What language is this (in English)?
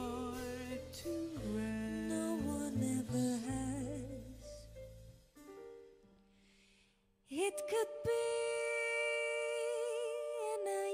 Hungarian